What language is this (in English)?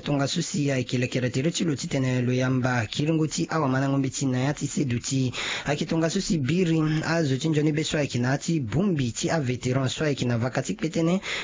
Sango